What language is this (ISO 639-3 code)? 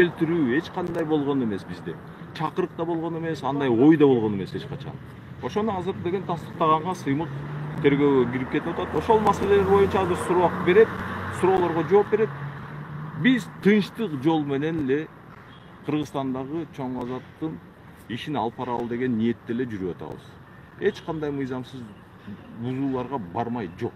kir